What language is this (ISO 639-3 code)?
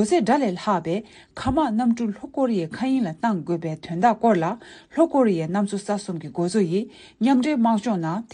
bod